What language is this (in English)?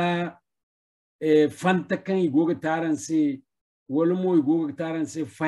Zarma